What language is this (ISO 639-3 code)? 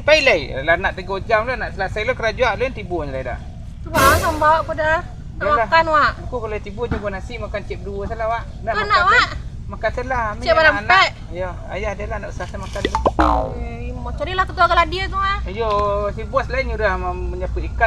min